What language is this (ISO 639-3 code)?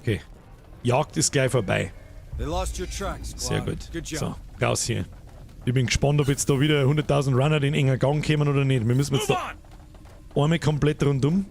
bar